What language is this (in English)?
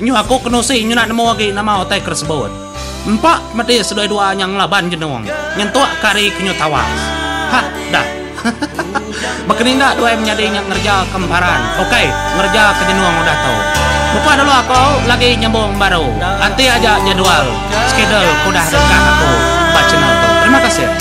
Iban